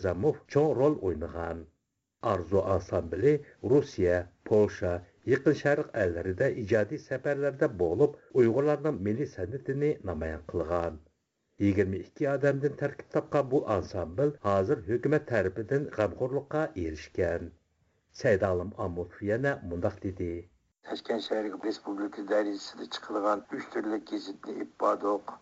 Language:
Uyghur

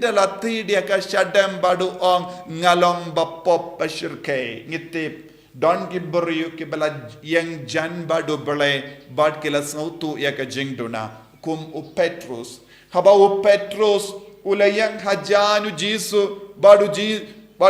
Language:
Khasi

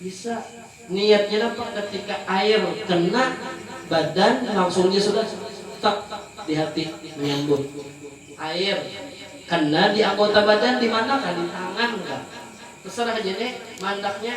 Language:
Banjar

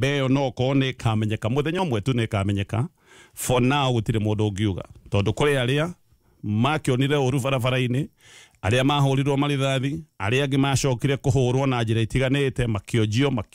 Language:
Kikuyu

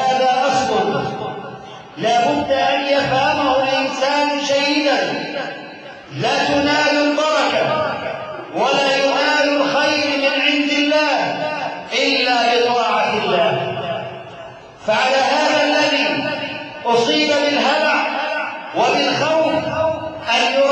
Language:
Arabic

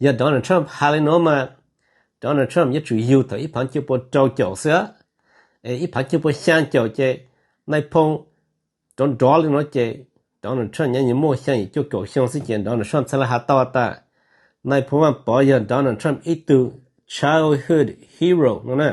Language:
Hmong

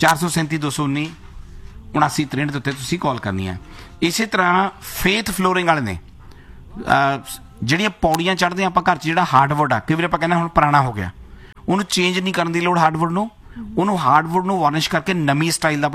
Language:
Punjabi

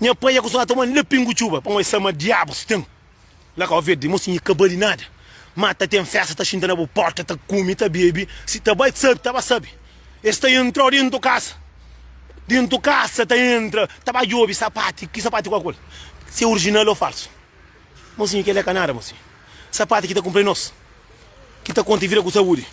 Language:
Kabuverdianu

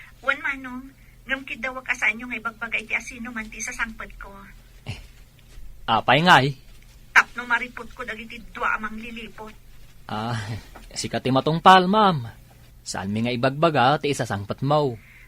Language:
Iloko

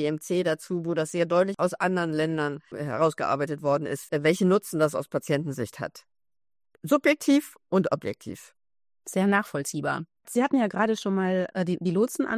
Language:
German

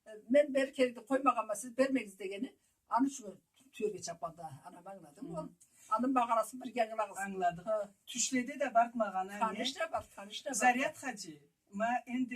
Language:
Karachay-Balkar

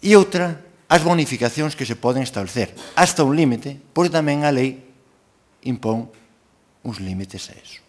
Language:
Galician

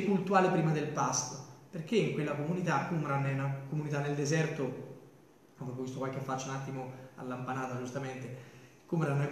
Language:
Italian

